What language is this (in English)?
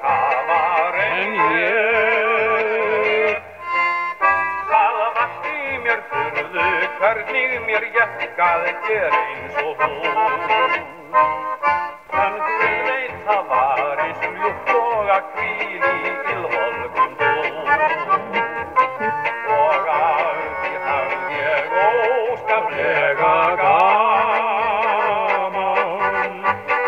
Icelandic